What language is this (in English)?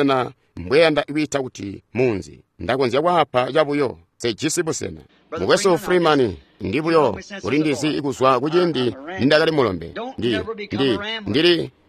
Tonga (Zambia)